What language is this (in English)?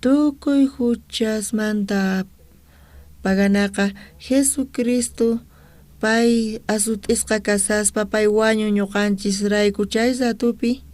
South Bolivian Quechua